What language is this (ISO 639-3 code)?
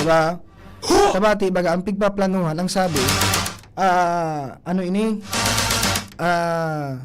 bik